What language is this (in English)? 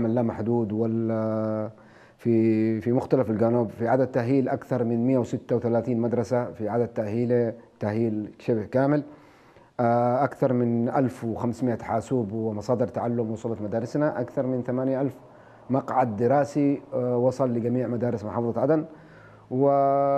Arabic